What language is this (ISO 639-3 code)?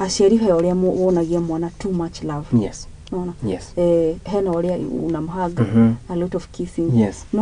kik